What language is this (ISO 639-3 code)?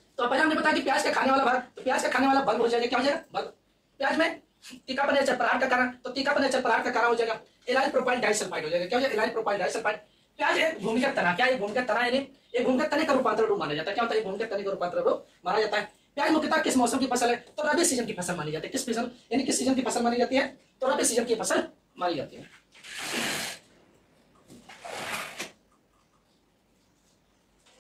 hin